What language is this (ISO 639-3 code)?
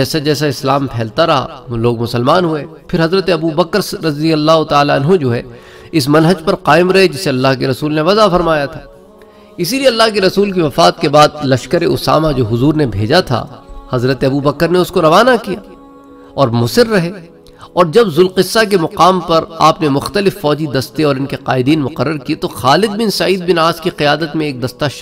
urd